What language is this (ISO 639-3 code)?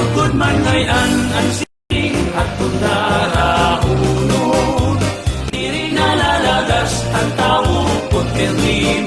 war